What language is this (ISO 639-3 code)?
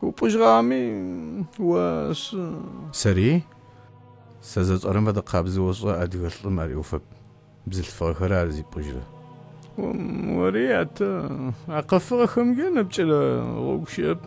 ady